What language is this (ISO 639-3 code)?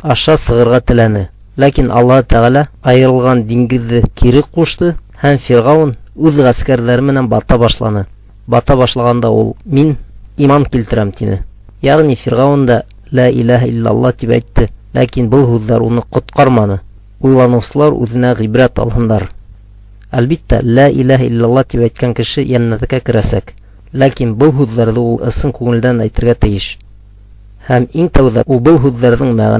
bak